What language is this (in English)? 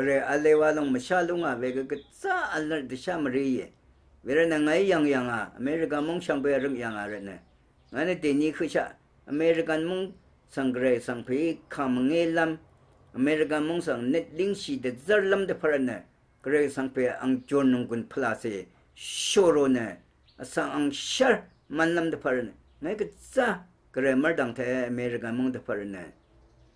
Rawang